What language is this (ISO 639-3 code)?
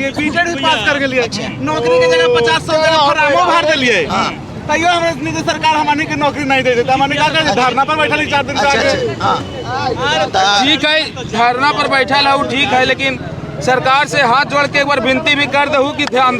mag